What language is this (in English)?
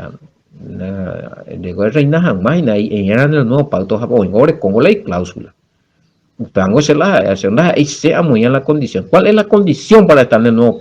Guarani